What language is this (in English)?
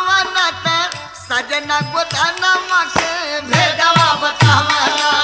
Bhojpuri